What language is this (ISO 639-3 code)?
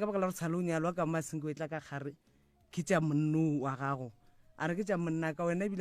nso